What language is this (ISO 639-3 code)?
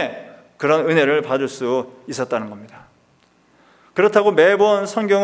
kor